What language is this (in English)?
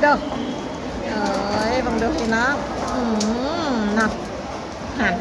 Lao